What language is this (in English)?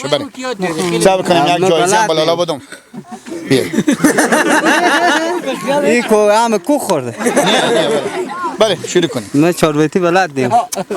Persian